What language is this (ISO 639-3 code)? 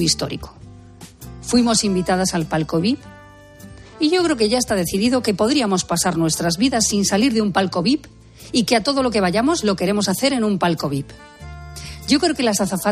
spa